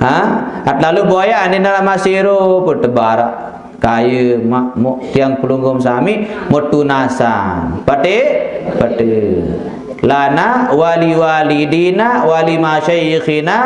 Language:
Sasak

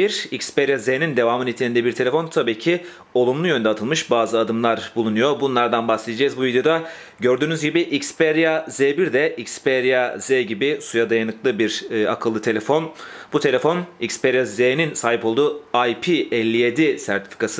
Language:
Turkish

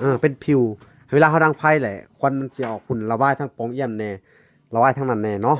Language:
Lao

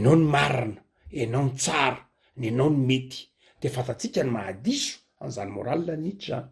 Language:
Malagasy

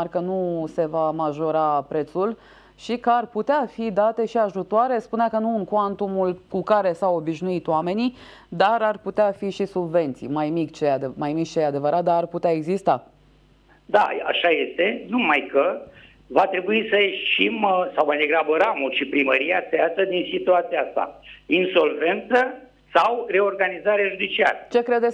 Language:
Romanian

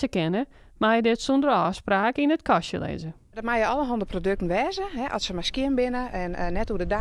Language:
Western Frisian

